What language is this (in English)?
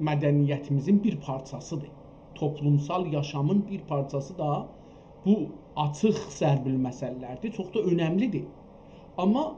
South Azerbaijani